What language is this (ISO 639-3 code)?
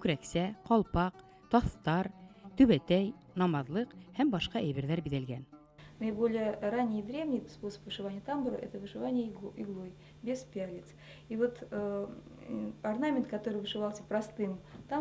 bak